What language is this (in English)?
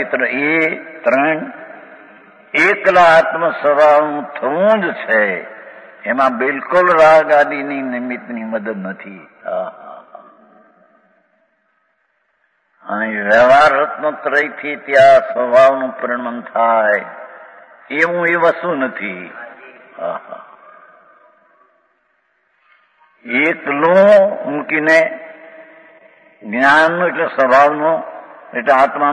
Gujarati